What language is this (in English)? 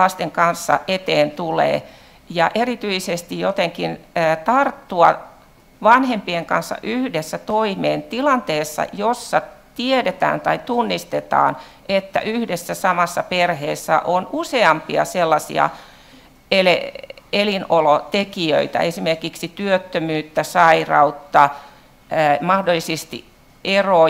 Finnish